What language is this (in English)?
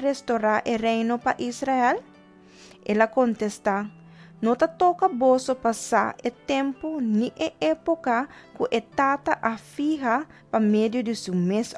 Papiamento